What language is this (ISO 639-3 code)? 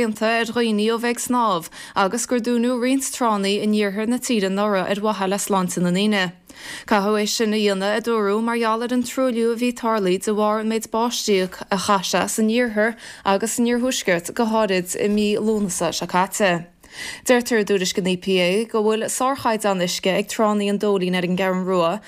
gle